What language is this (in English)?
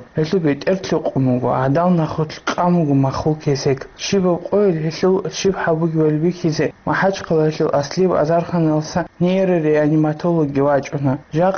Avaric